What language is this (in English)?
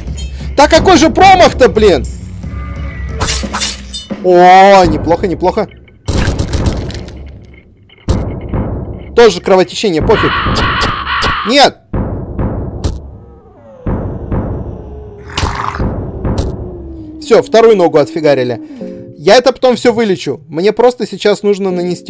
Russian